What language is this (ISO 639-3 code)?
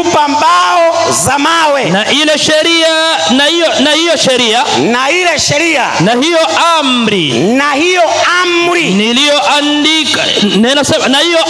swa